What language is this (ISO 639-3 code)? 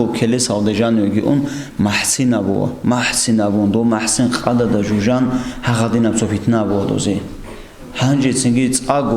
ava